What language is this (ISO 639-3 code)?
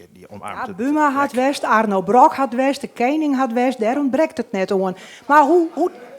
fry